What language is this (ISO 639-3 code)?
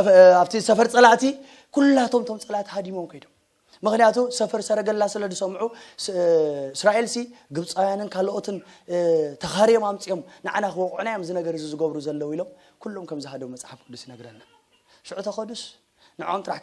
tir